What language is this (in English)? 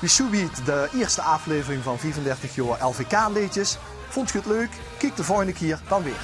Limburgish